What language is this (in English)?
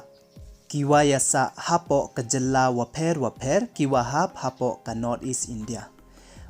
Pnar